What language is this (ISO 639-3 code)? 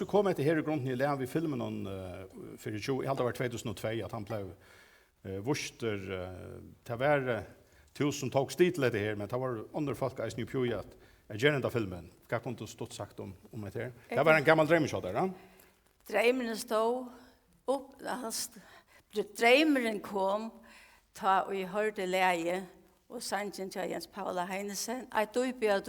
fao